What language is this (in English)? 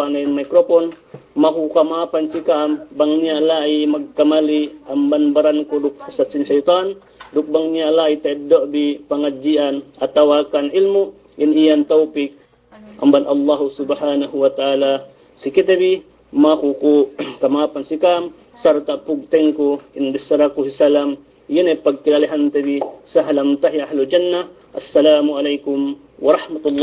Yakan